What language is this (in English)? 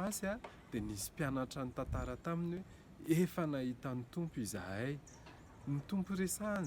Malagasy